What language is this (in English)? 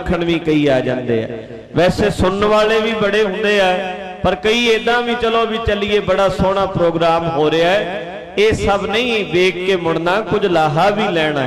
Punjabi